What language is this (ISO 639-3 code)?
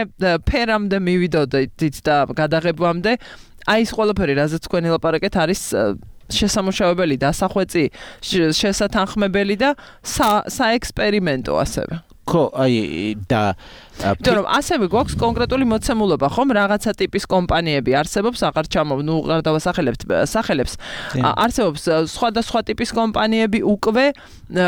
kat